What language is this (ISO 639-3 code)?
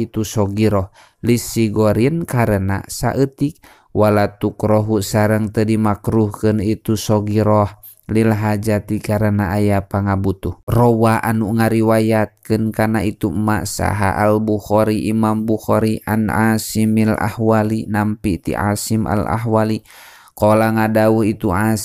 sun